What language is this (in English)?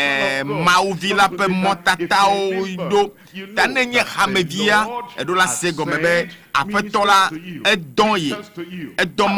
Ewe